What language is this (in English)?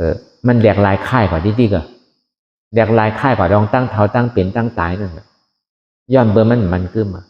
Shan